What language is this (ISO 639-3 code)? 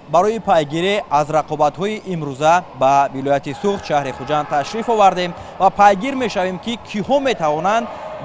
tgk